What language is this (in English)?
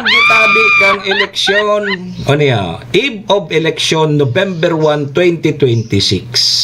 Bikol